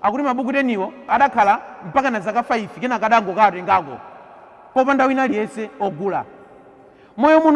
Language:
Nyanja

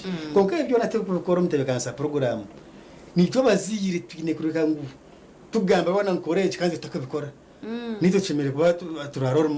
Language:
Nyankole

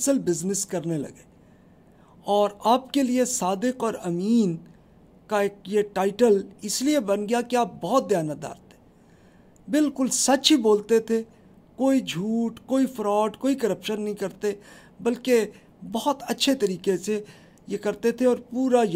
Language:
Urdu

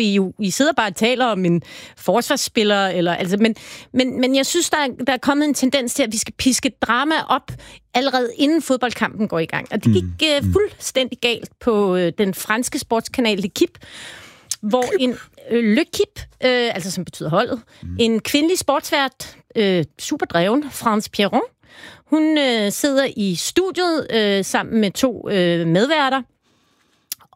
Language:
Danish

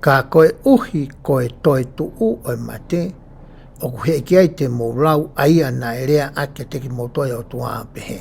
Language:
Tongan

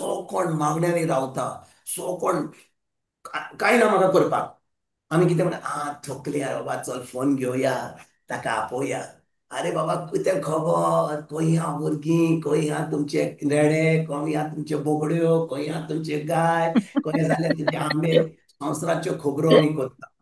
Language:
Konkani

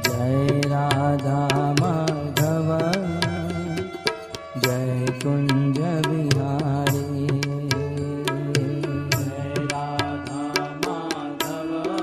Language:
Gujarati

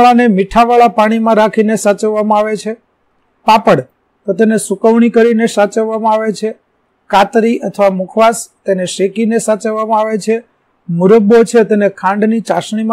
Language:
Gujarati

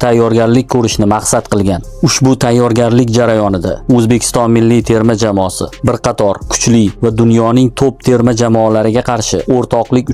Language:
Uzbek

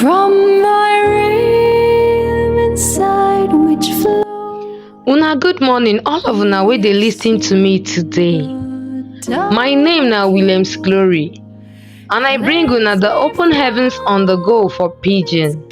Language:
Nigerian Pidgin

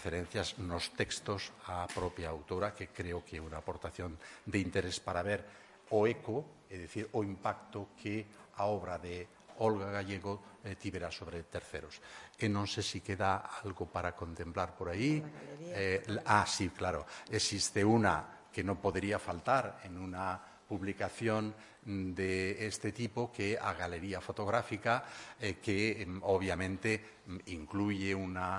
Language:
Galician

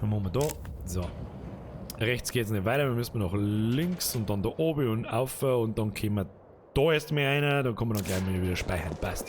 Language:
Bavarian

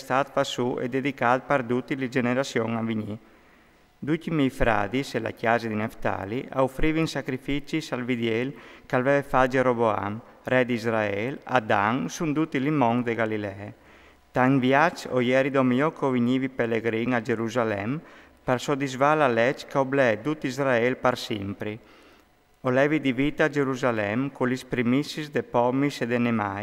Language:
Friulian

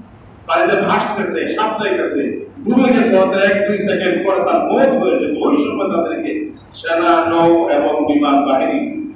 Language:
Bangla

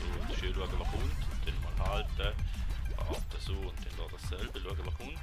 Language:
Swiss German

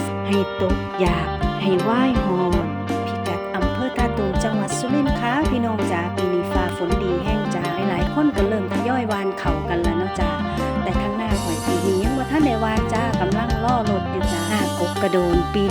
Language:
Northeastern Thai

